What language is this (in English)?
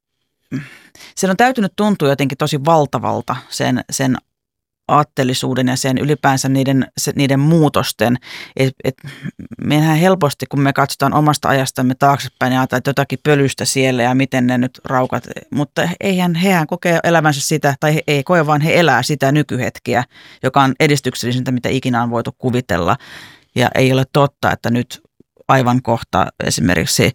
Finnish